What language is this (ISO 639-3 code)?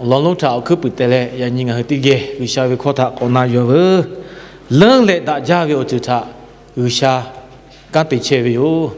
lhu